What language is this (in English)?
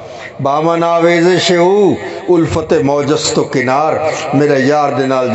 Saraiki